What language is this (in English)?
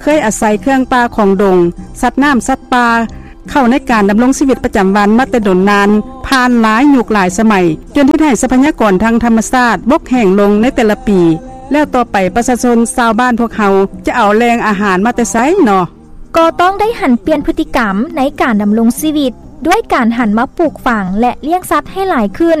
Lao